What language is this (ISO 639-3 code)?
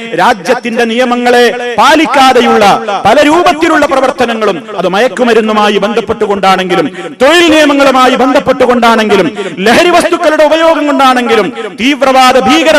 mal